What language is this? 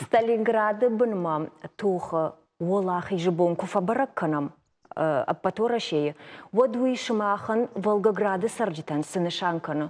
Ossetic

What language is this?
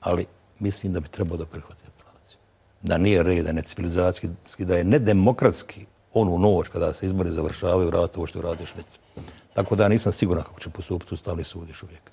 Bosnian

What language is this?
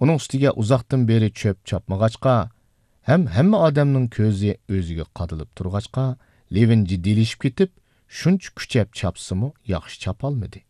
Uyghur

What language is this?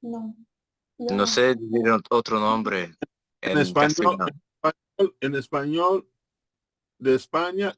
Ladino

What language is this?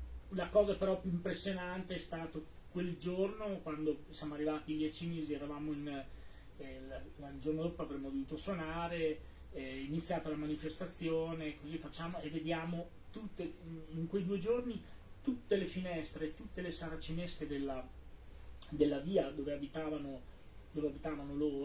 Italian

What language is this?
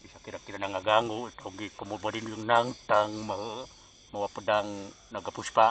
Sundanese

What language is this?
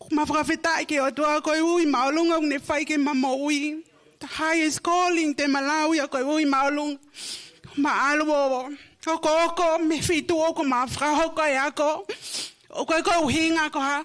Tongan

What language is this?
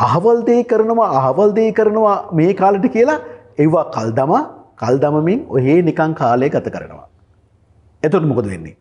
Sinhala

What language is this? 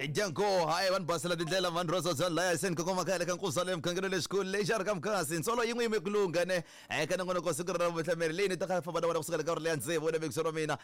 Tsonga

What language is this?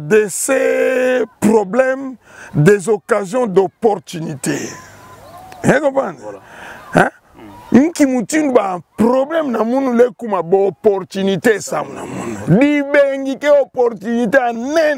Kituba (Democratic Republic of Congo)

